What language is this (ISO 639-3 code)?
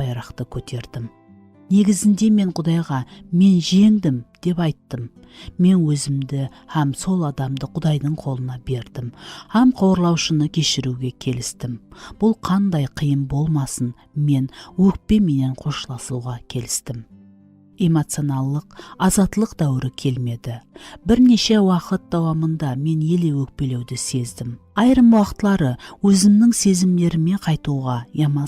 kaa